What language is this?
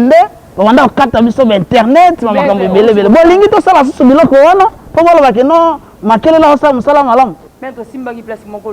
Lingala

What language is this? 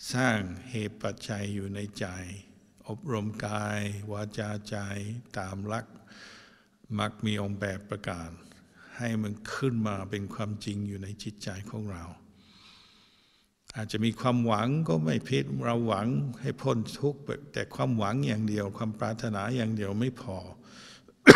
Thai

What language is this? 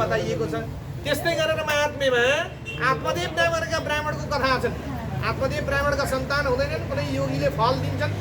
Nepali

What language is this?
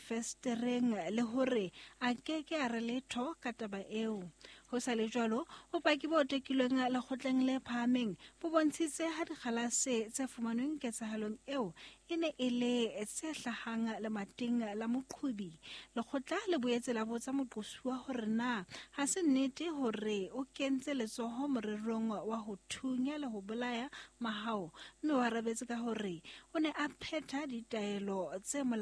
Southern Sotho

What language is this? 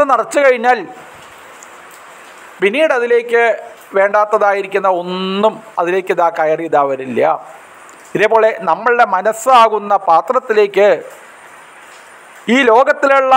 Malayalam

